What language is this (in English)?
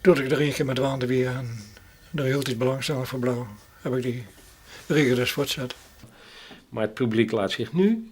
Western Frisian